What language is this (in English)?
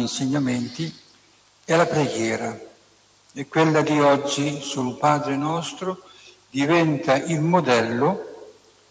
Italian